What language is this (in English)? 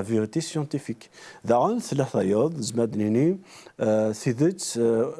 Kabyle